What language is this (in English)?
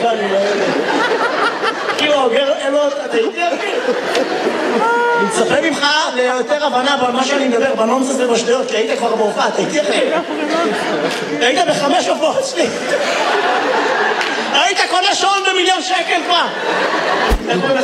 Hebrew